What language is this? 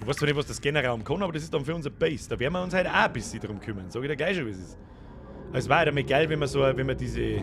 Bavarian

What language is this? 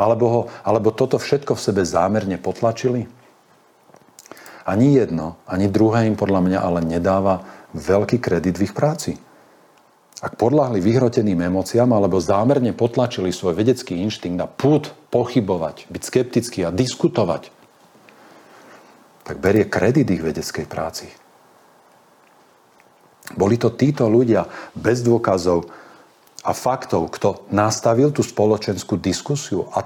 Slovak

